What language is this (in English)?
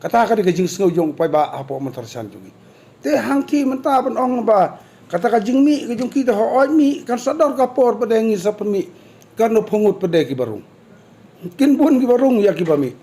Khasi